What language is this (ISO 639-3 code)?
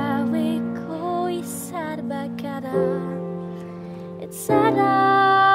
eus